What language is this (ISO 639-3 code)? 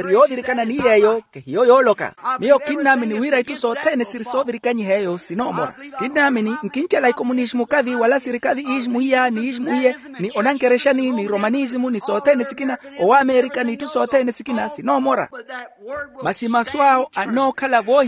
vmw